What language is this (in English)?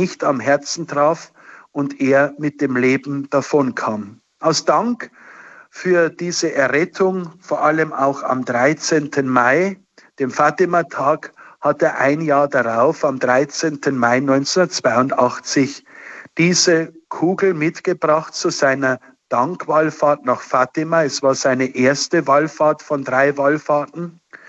German